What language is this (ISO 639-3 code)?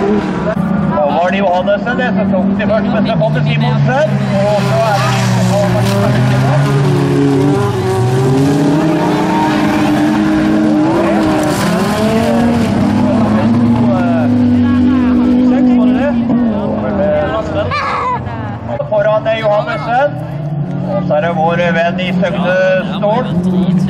nor